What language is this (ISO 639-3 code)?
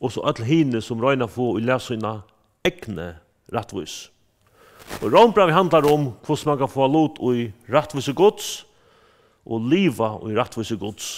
fao